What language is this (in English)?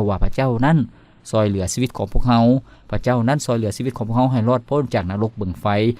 Lao